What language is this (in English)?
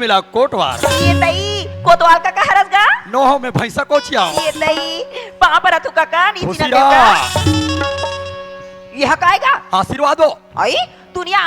Chhattisgarhi